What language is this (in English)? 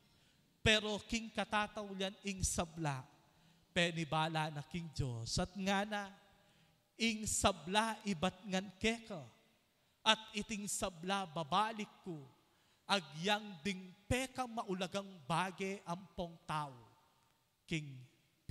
Pampanga